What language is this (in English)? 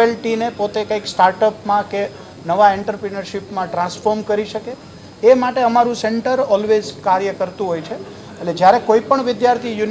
Gujarati